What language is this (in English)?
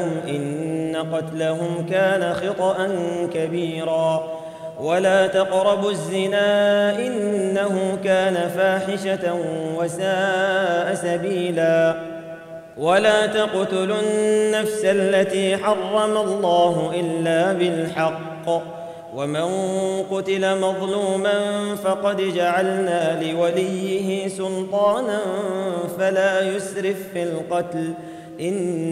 Arabic